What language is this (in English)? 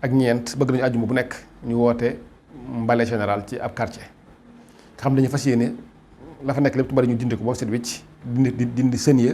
Wolof